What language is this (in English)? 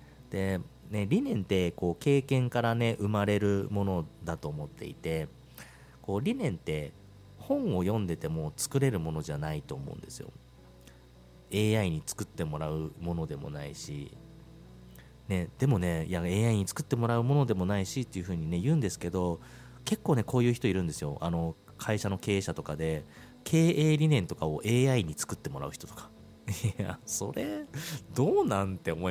Japanese